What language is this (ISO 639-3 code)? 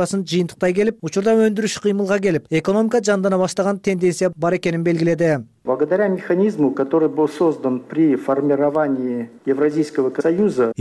kir